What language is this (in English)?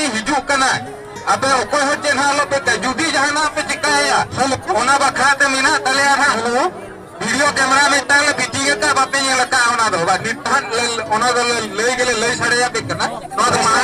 Santali